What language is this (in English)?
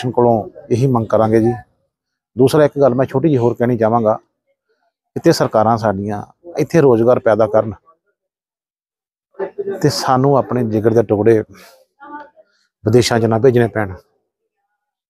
Punjabi